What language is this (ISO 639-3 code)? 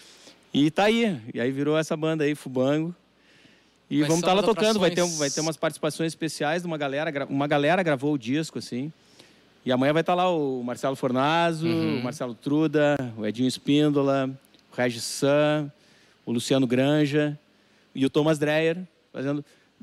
por